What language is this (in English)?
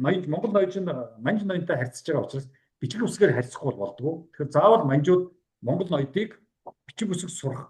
Mongolian